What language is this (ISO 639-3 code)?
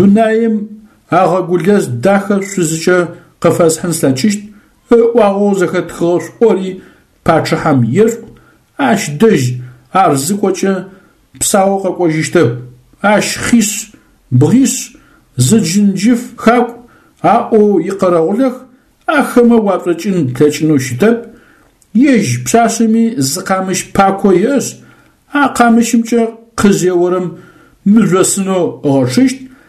ady